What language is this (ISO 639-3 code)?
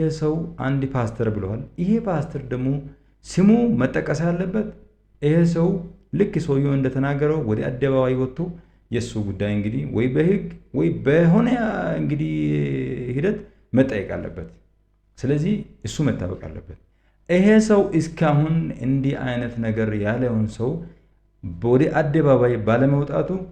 amh